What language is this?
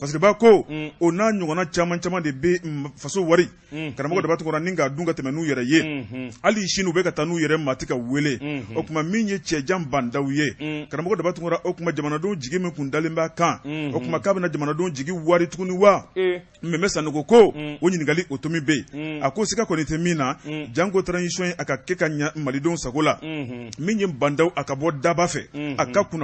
Bambara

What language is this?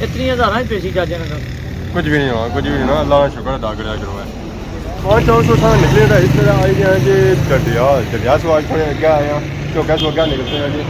Pahari-Potwari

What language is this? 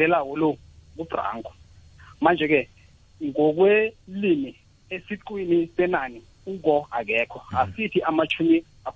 South Ndebele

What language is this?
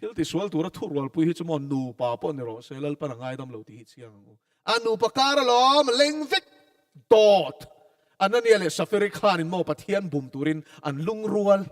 Mizo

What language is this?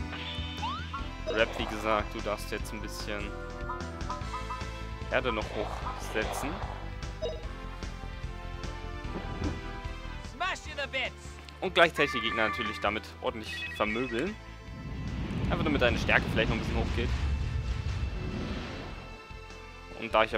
German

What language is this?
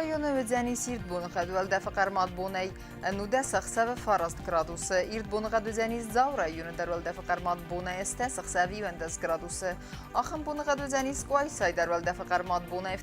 Ossetic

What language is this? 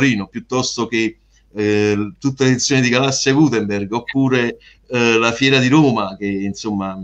Italian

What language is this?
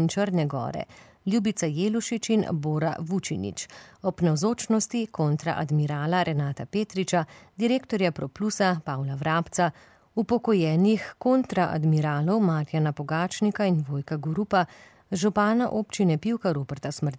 Slovenian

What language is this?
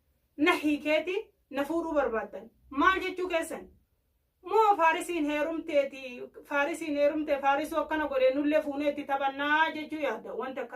Oromo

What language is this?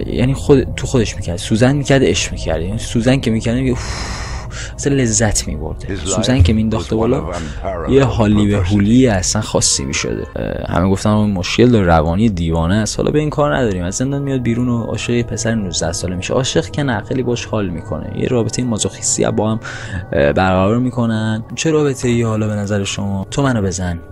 Persian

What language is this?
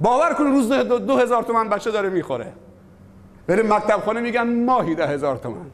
Persian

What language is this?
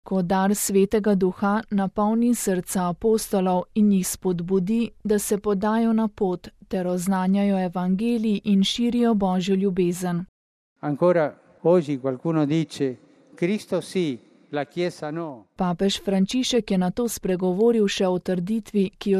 Slovenian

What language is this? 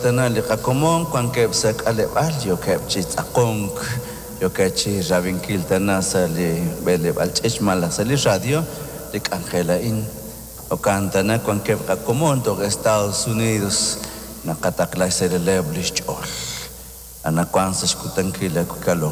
Kekchí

